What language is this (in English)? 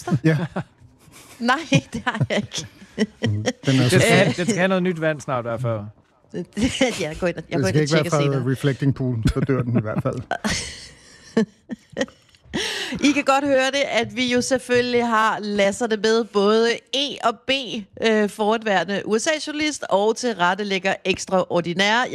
Danish